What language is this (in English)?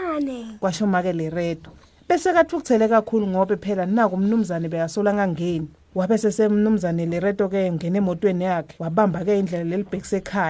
Swati